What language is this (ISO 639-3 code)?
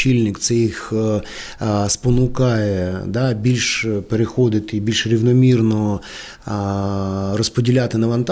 ukr